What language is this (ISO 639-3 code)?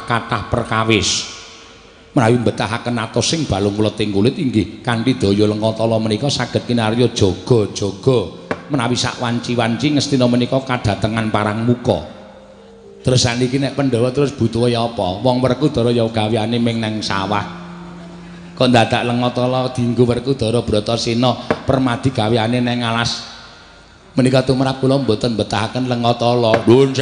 jav